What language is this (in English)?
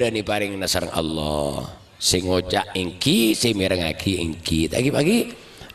Madurese